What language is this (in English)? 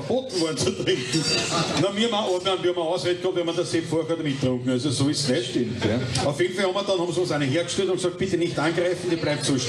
Bavarian